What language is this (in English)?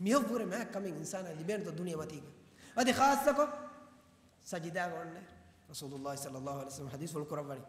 Divehi